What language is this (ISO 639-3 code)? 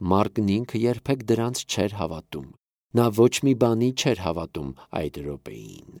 hye